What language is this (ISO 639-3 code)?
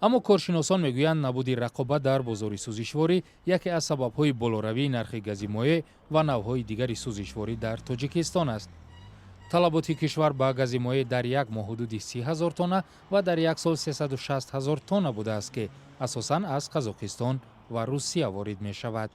tgk